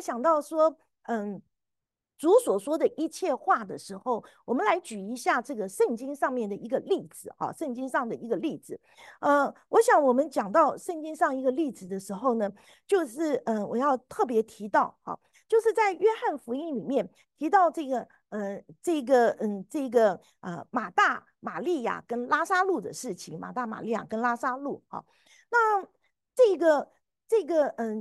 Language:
Chinese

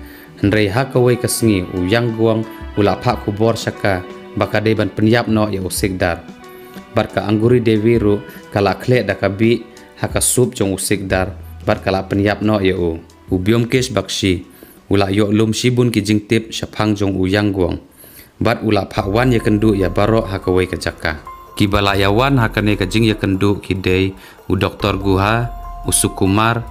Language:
Khasi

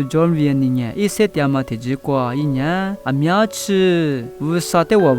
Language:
Lisu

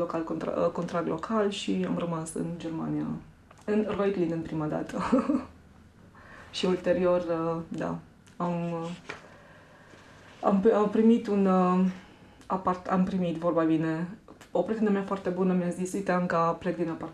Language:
Romanian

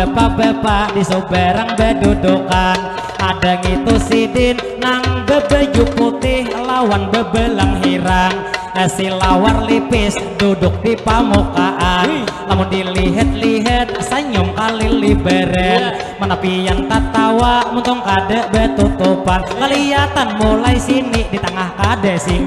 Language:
Banjar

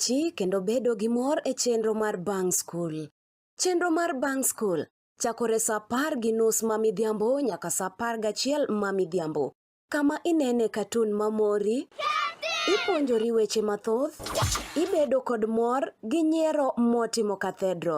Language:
Luo (Kenya and Tanzania)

